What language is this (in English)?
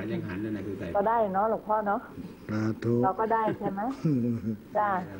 Thai